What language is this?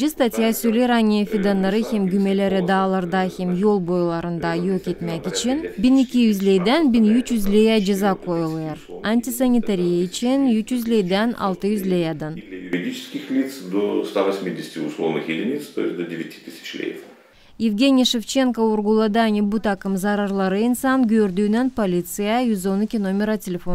Gagauz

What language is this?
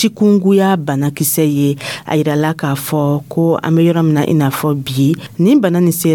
Dyula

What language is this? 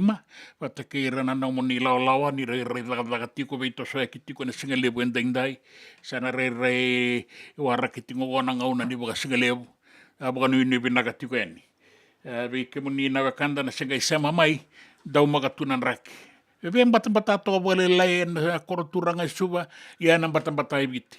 Fijian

